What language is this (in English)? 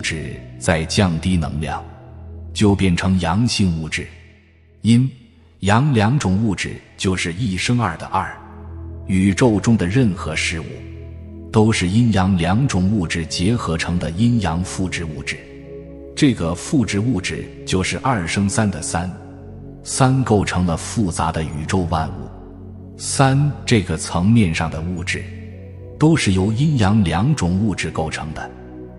Chinese